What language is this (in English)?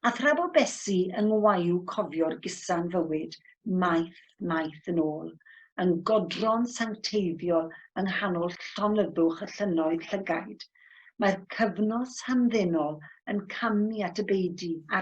Welsh